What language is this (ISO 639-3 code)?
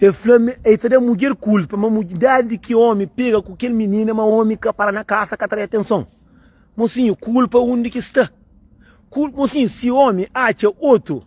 kea